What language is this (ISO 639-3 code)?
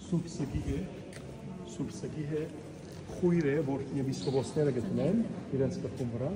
hyw